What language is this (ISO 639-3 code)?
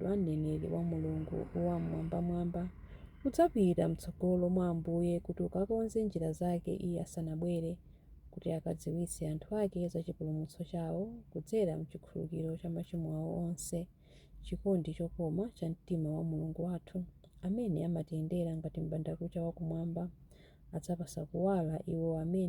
nya